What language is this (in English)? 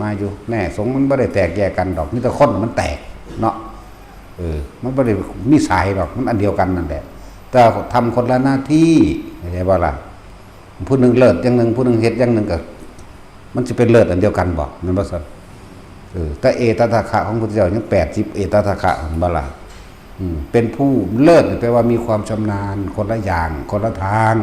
Northeastern Thai